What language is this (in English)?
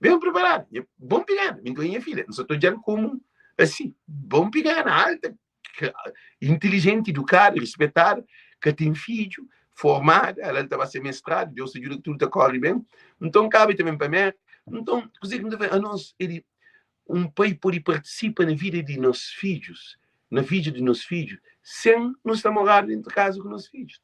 Kabuverdianu